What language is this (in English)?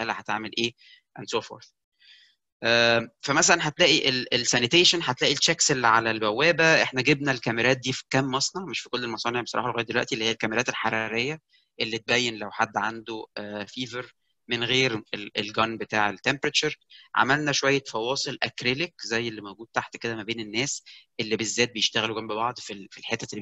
Egyptian Arabic